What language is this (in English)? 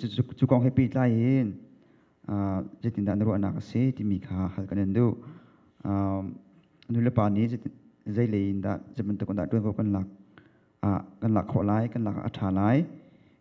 Hakha Chin